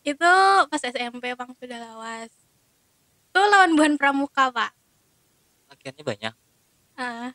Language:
Banjar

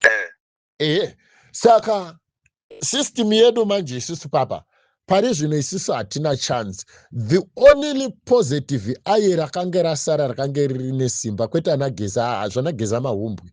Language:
Shona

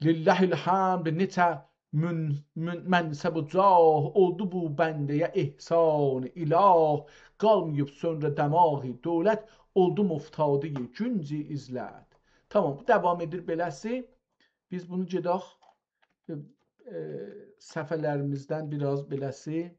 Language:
South Azerbaijani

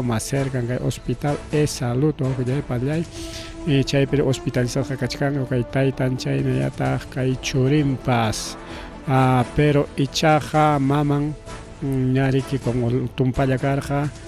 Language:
Ayacucho Quechua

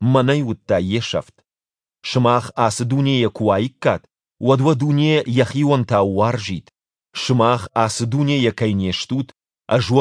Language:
Ossetic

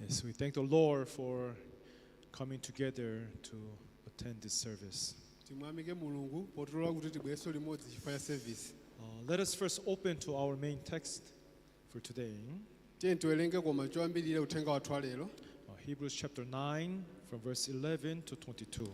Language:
Nyanja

